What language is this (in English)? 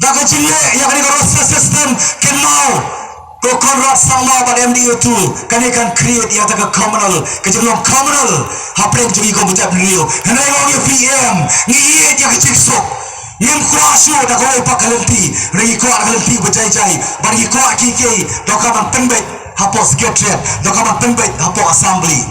Khasi